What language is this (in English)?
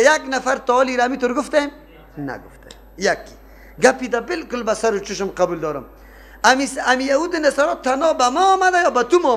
Persian